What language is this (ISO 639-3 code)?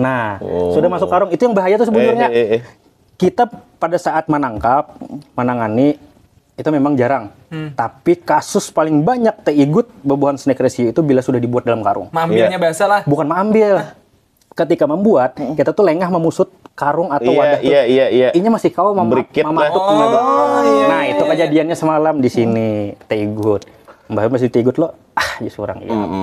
bjn